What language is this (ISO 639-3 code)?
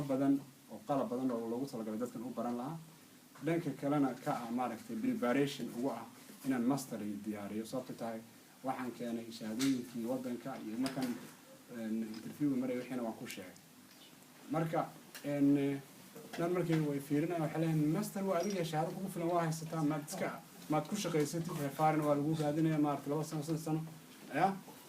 som